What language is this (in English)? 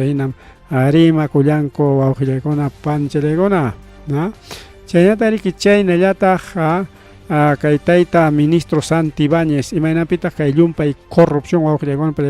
Ayacucho Quechua